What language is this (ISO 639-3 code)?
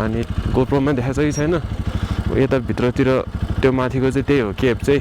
nep